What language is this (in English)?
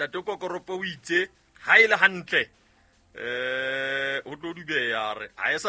Southern Sotho